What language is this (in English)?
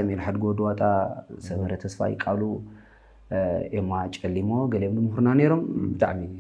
Tigrinya